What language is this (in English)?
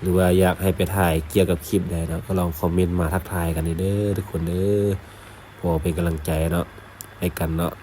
Lao